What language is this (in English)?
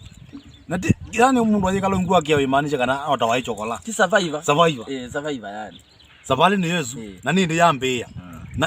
Kamba